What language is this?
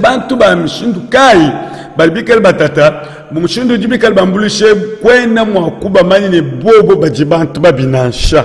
Luba-Lulua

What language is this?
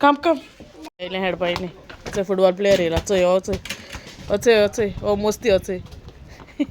Konkani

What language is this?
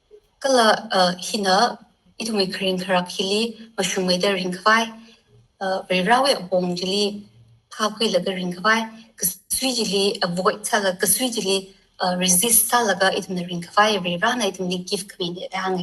Tangkhul Naga (India)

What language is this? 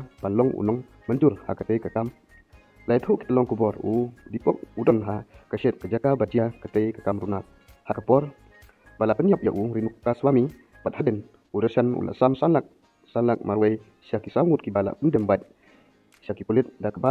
Khasi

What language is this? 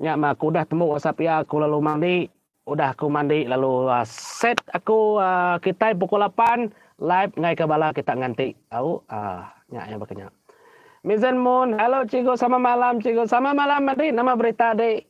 Iban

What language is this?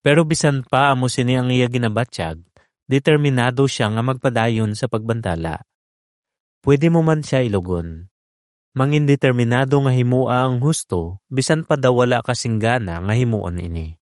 Hiligaynon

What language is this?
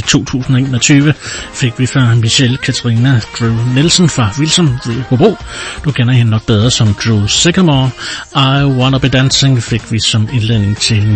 Danish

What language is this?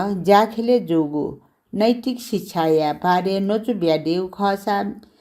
Newari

